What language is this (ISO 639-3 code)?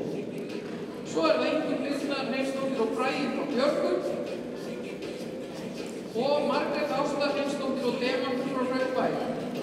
isl